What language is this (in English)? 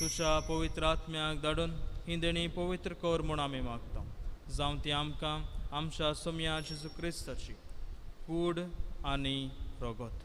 Konkani